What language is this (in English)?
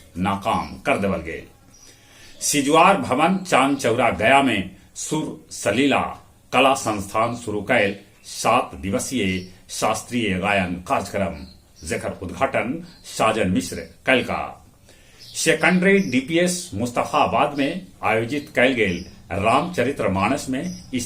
Magahi